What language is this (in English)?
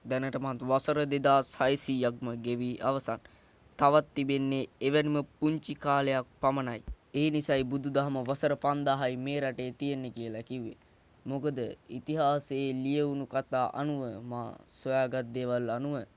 Sinhala